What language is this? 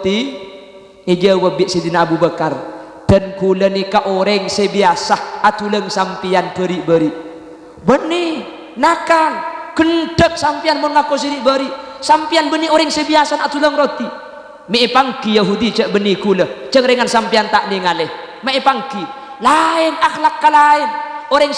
Madurese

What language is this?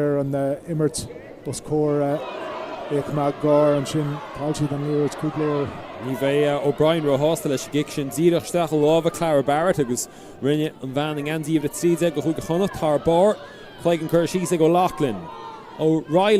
Irish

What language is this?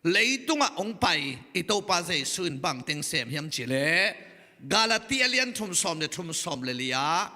Tedim Chin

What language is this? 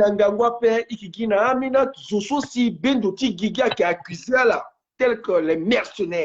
Sango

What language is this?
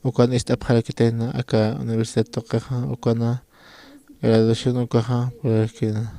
Aymara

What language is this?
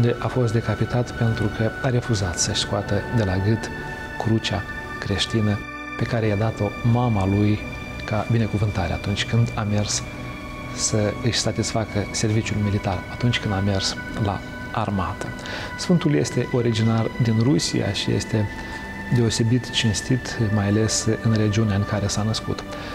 Romanian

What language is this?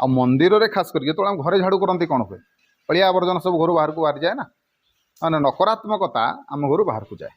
Odia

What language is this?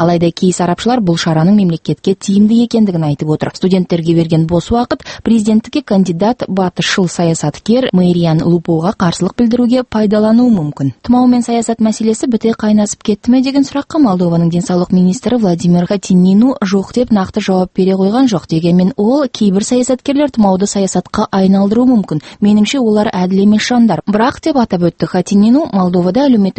Kazakh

